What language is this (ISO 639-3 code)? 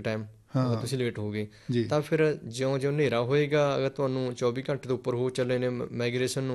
pan